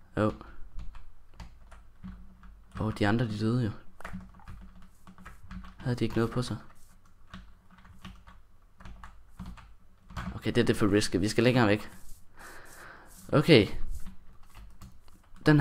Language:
Danish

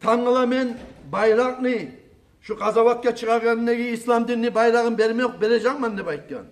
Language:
Kumyk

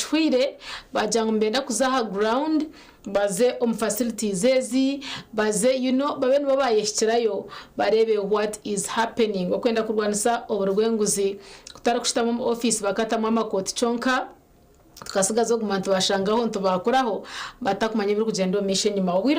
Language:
Nyankole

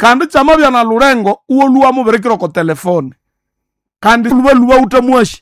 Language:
Nande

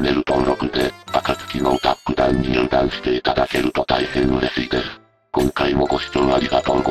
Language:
Japanese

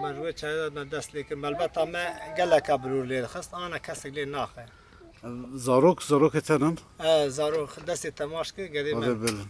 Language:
Kurdish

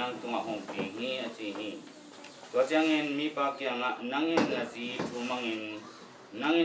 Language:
Tedim Chin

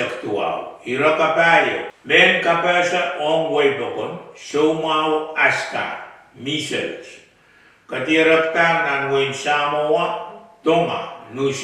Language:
Pohnpeian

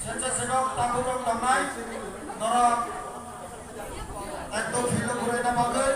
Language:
Kok Borok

